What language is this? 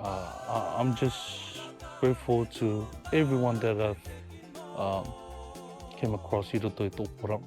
Rarotongan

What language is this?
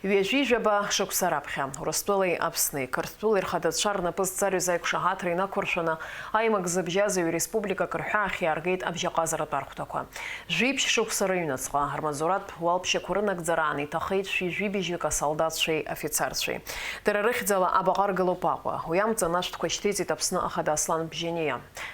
Abkhazian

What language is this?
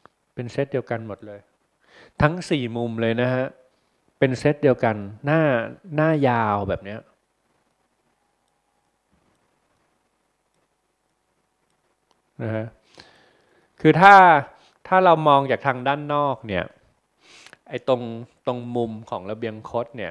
Thai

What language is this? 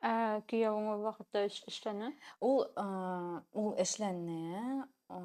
Bashkir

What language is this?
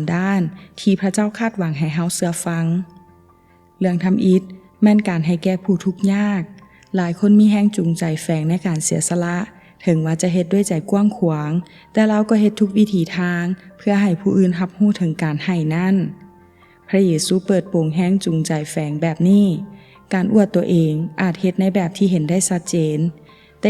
Lao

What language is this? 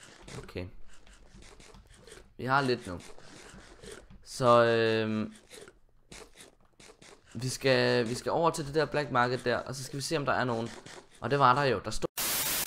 Danish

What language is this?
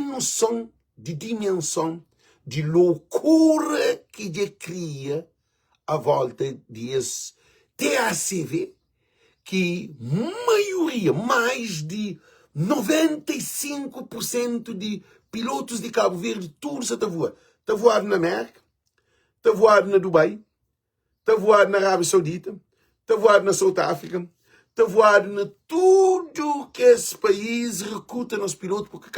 Kabuverdianu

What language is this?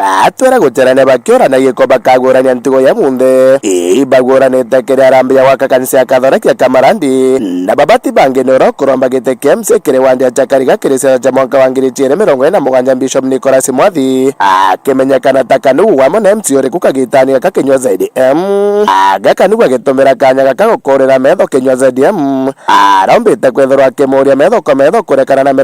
Meru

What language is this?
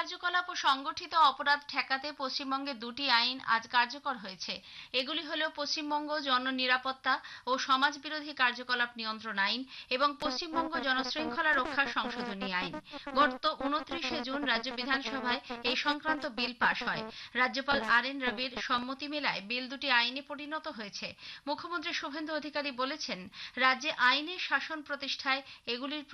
Bangla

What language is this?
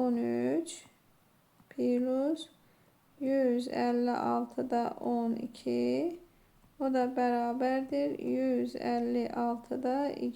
Azerbaijani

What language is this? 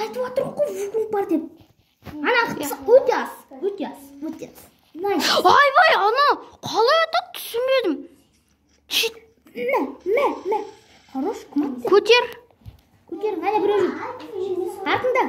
Kazakh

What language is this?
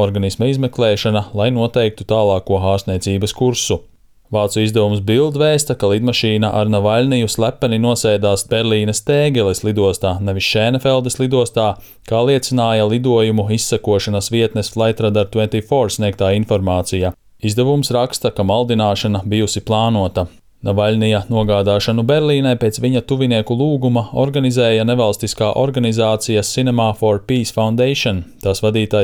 Latvian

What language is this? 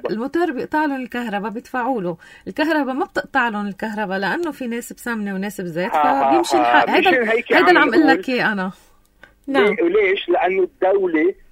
North Levantine Arabic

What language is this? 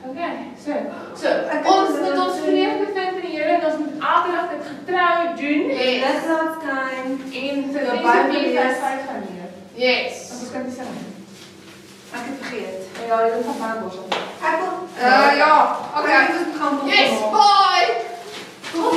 Afrikaans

